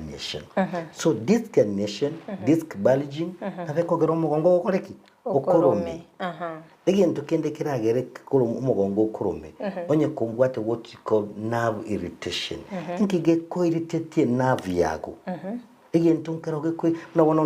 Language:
Gusii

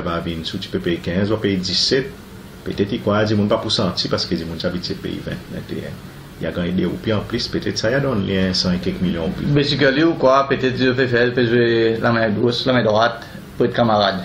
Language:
Seselwa Creole French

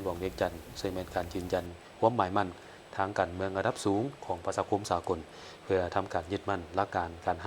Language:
Lao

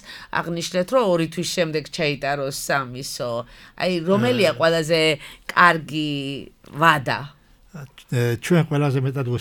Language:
Georgian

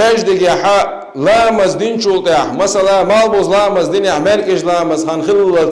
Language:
Chechen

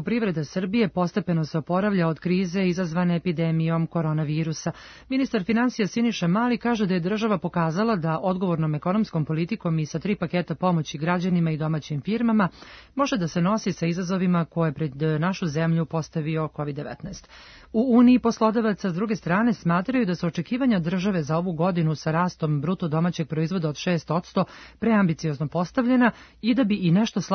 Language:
Serbian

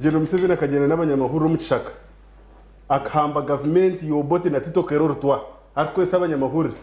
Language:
Nyankole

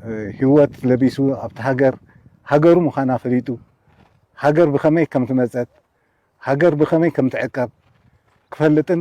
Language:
Tigrinya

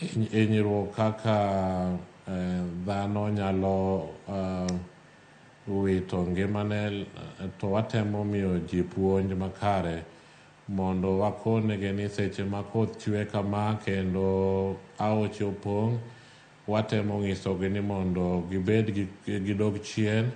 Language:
Luo (Kenya and Tanzania)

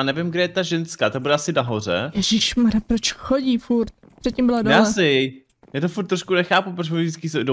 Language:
Czech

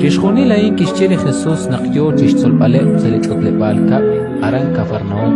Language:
Kekchí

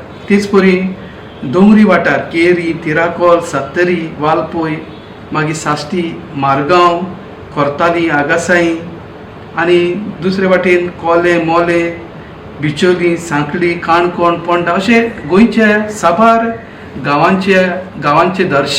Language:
Konkani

